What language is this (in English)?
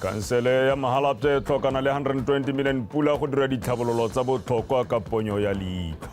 Tswana